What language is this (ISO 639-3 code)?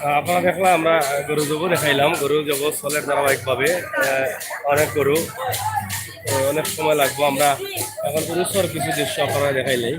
syl